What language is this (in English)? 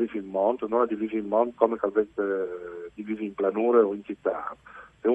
Friulian